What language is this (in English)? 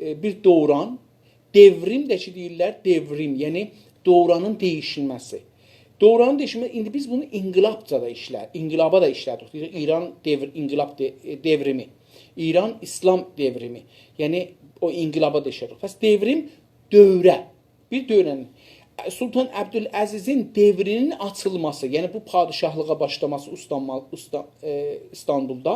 South Azerbaijani